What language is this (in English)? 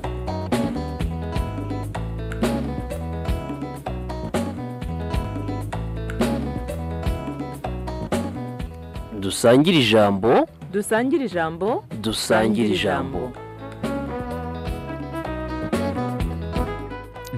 Kinyarwanda